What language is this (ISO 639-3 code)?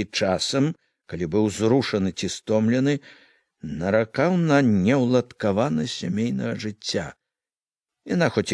bel